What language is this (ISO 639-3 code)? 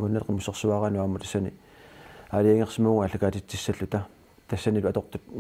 kal